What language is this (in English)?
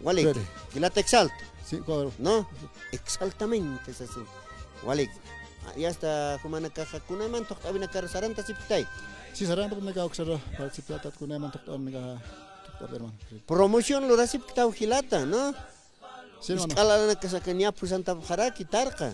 Aymara